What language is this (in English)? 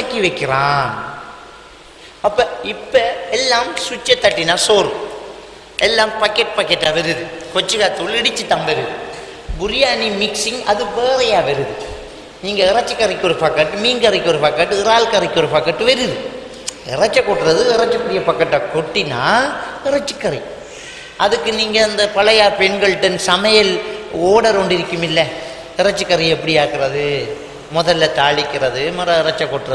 Tamil